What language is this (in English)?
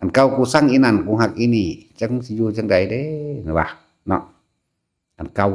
Northeastern Thai